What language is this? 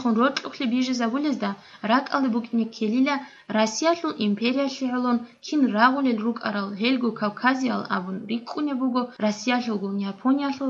Avaric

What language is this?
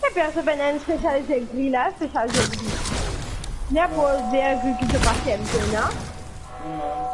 Morisyen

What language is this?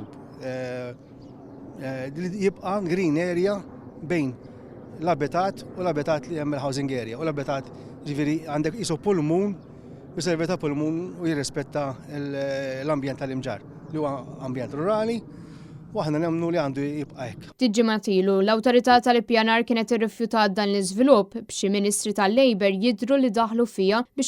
Maltese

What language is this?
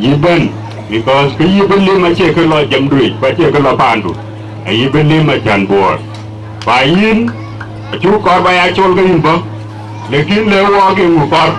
Dinka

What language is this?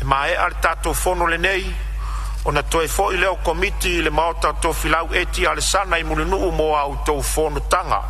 Samoan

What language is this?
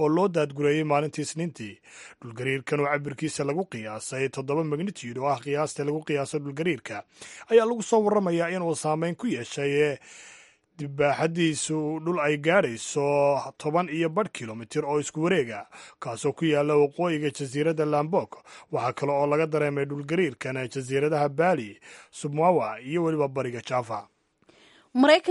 Somali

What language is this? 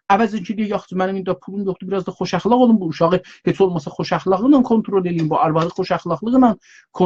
South Azerbaijani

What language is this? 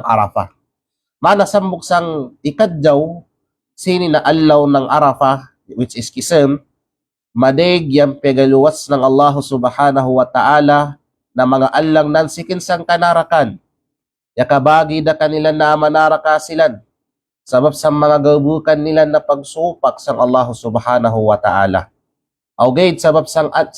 Kalagan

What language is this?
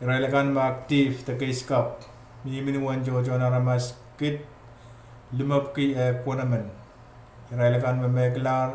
Pohnpeian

